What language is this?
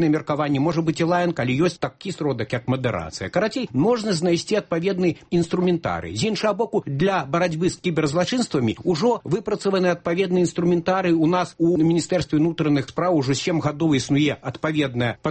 Belarusian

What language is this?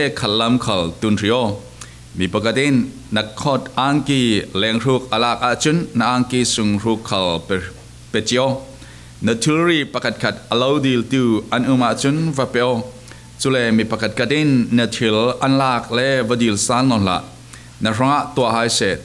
Falam Chin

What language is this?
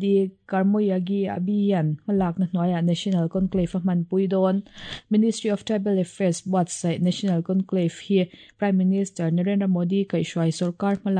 Mizo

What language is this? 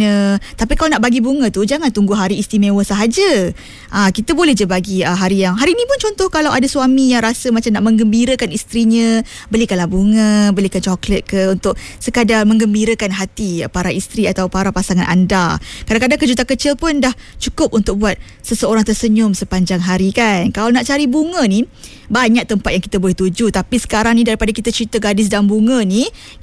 Malay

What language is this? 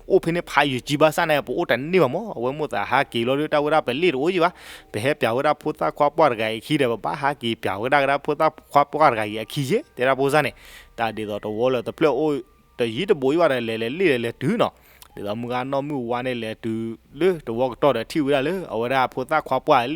S'gaw Karen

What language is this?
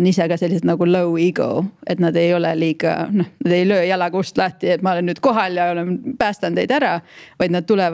Estonian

